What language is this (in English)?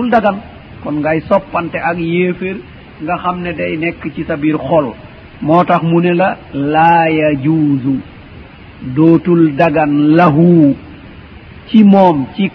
Wolof